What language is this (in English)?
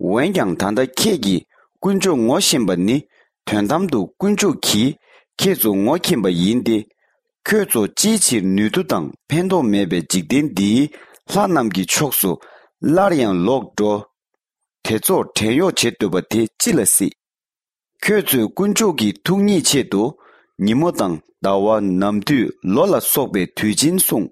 Tibetan